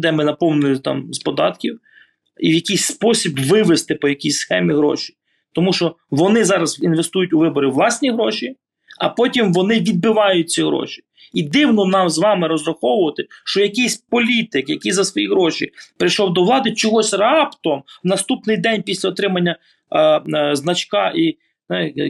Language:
Ukrainian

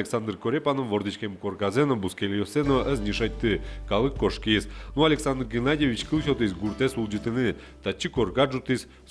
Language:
Udmurt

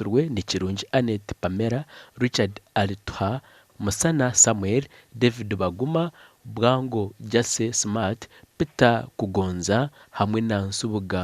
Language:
Nyankole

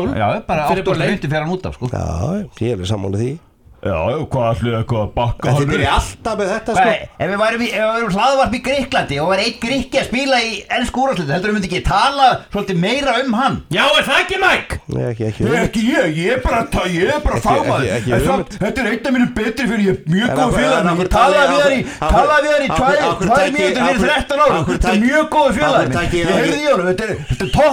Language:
Icelandic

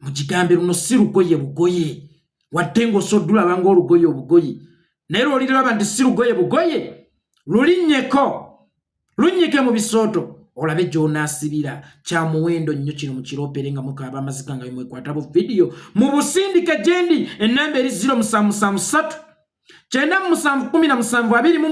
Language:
Ganda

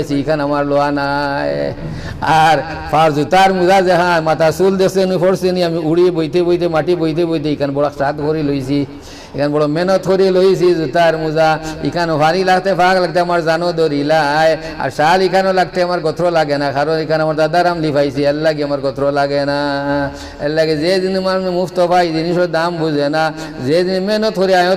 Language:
Sylheti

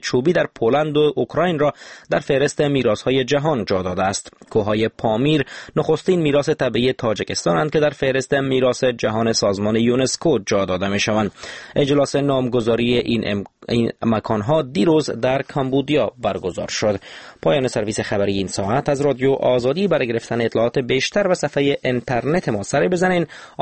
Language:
Persian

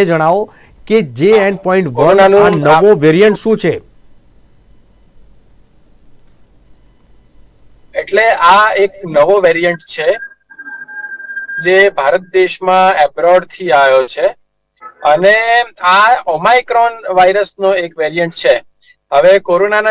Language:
Gujarati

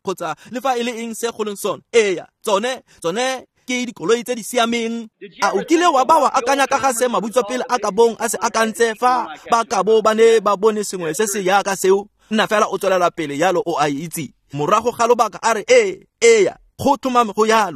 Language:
Tswana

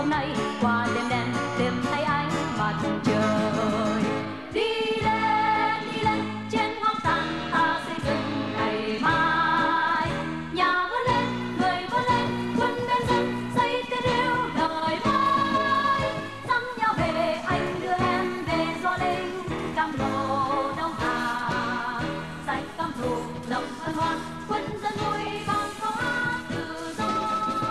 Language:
Vietnamese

